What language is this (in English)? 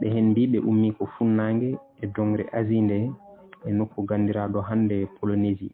Fula